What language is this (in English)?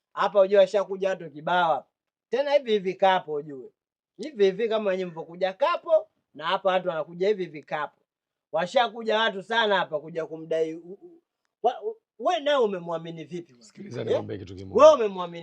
Swahili